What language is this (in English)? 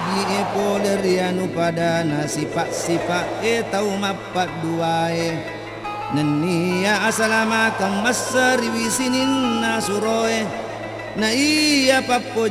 Buginese